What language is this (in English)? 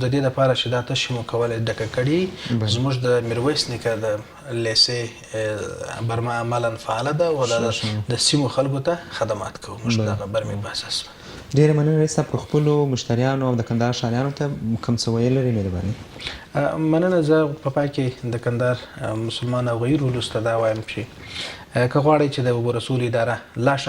Pashto